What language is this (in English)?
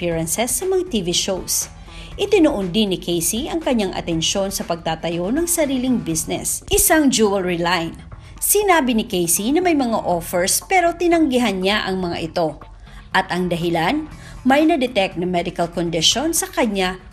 Filipino